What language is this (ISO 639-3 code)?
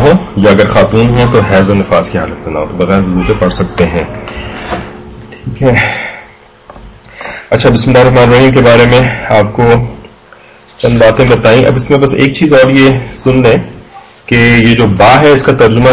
urd